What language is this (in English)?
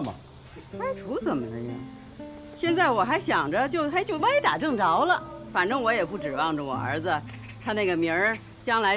Chinese